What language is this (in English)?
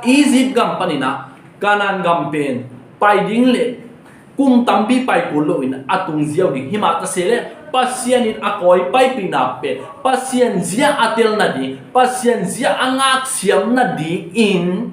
Tedim Chin